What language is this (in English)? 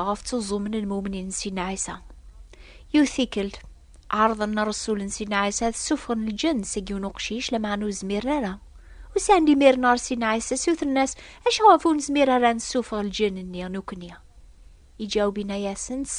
Kabyle